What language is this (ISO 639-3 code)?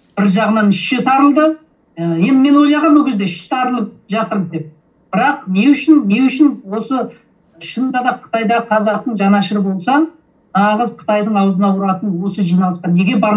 kaz